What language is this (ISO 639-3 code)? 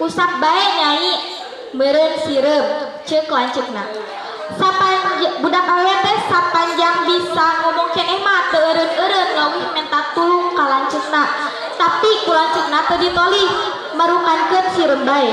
sun